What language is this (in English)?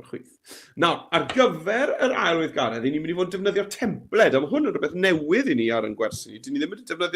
Welsh